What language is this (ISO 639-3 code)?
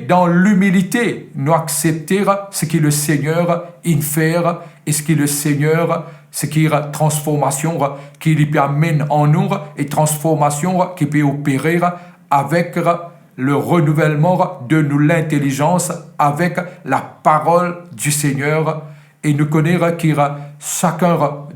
mfe